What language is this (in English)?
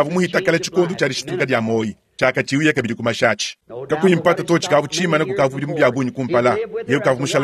Luba-Lulua